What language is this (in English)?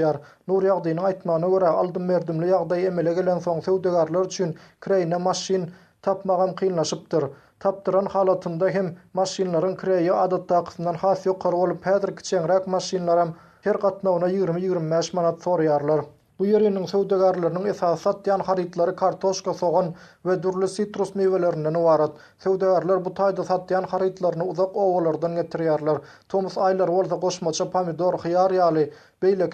Turkmen